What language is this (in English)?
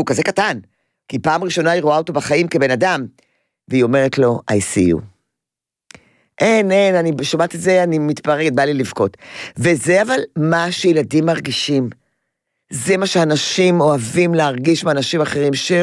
Hebrew